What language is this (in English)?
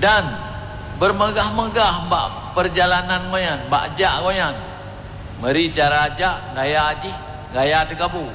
Achinese